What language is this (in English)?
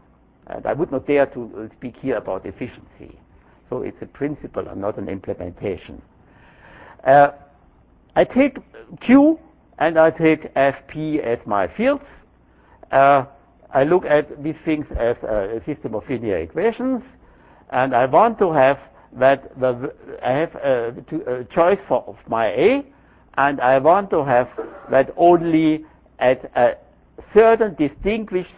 English